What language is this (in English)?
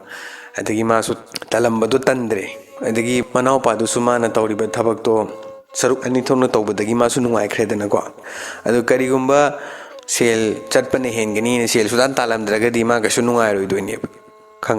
Manipuri